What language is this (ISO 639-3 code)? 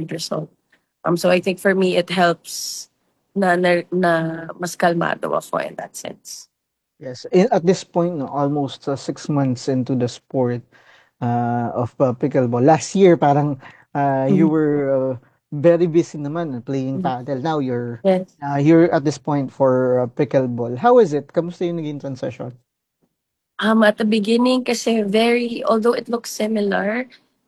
fil